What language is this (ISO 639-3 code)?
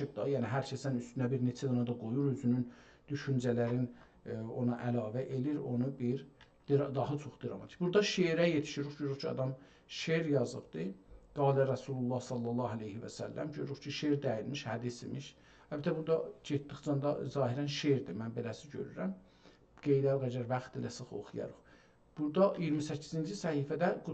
azb